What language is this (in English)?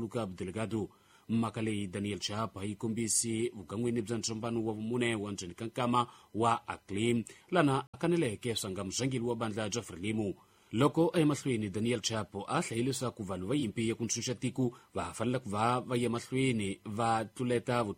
Tsonga